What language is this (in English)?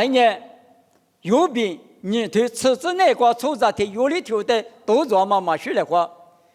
Lisu